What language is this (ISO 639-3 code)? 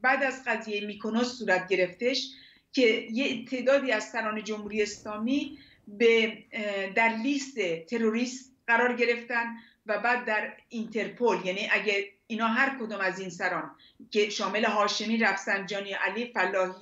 fas